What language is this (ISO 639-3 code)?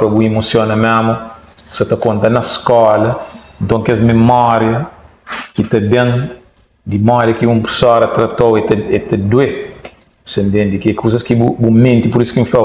kea